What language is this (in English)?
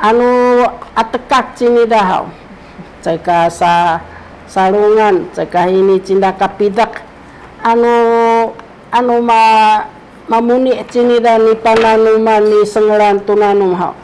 Sakizaya